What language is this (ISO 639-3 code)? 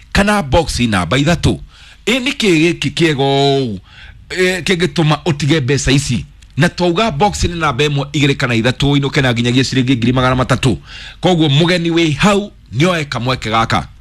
kik